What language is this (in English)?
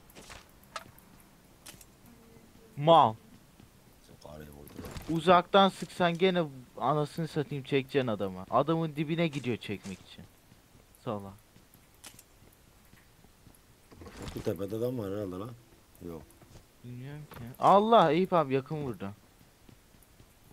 Turkish